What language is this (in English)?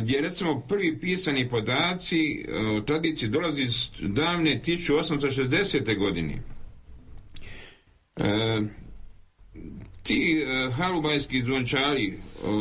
Croatian